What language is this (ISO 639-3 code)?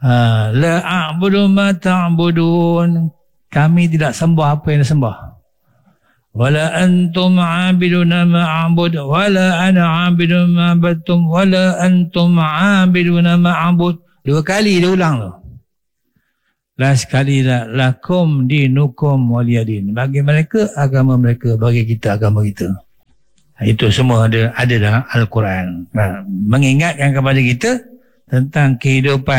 msa